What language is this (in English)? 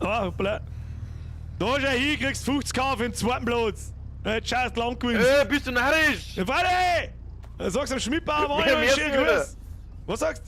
Bavarian